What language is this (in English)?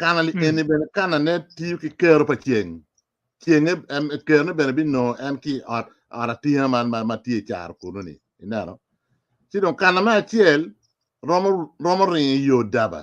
Acoli